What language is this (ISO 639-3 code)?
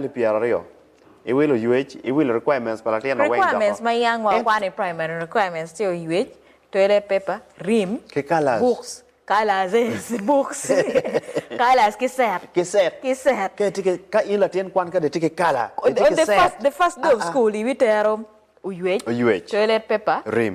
ach